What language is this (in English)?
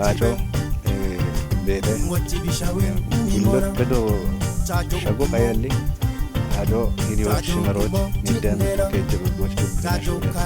Kafa